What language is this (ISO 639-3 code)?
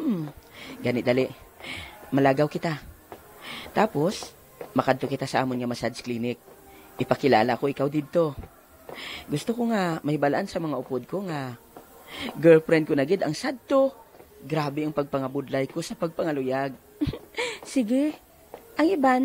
hil